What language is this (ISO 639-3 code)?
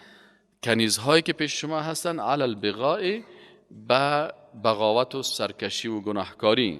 fas